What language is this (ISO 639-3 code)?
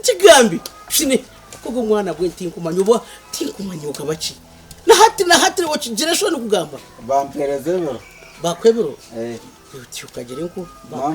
nyn